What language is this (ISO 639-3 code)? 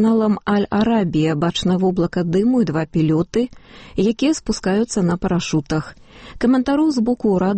bel